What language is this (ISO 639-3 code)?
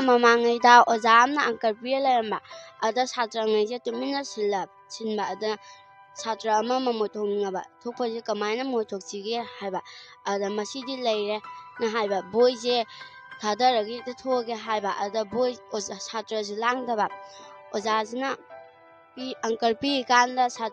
mni